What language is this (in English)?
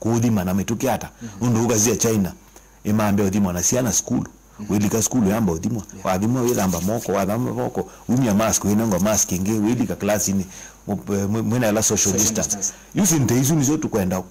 Kamba